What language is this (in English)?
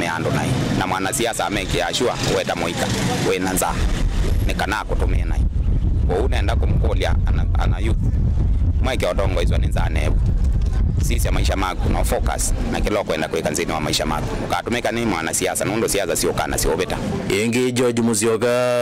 Kamba